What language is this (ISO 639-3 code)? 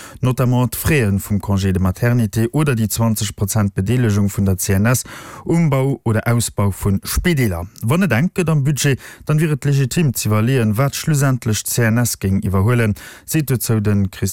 ltz